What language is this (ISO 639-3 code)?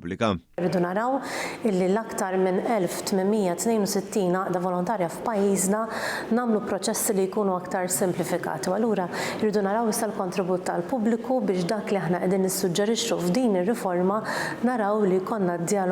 mlt